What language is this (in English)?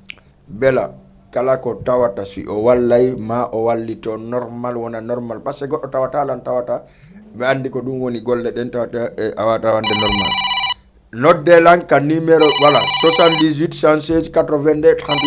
Fula